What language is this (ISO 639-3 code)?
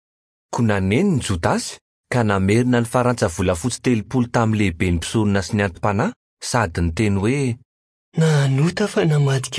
mlg